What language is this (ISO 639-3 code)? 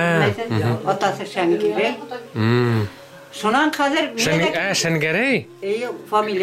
bak